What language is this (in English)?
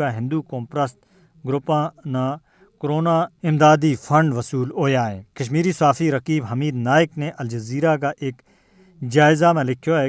Gujari